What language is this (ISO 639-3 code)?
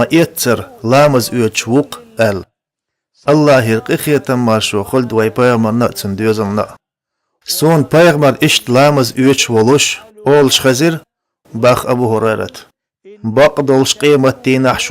che